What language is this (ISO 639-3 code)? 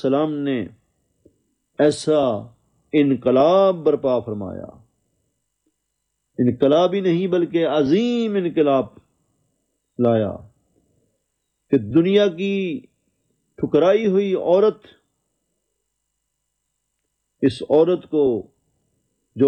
urd